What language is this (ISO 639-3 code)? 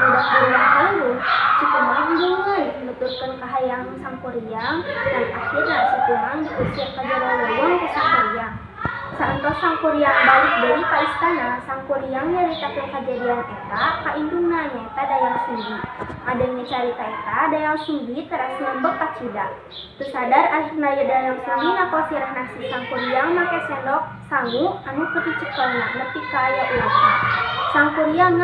sun